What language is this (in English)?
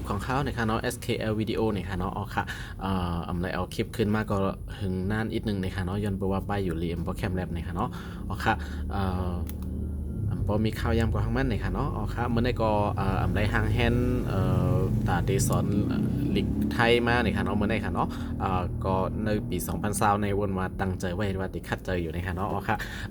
Shan